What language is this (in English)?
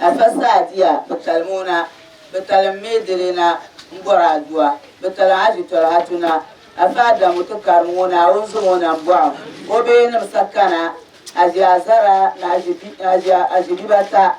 Dagbani